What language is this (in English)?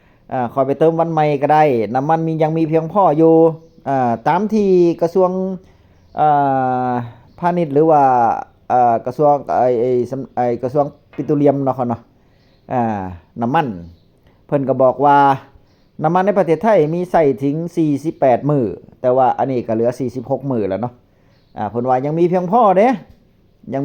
Northeastern Thai